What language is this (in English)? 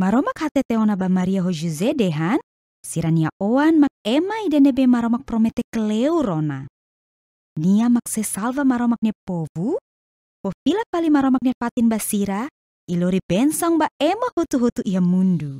Tetum